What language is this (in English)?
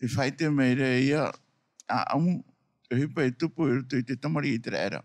Tahitian